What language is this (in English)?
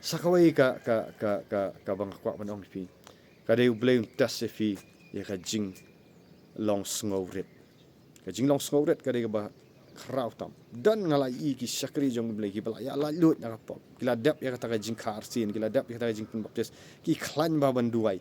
Khasi